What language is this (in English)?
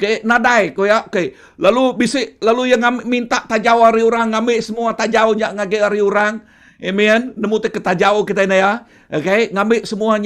Iban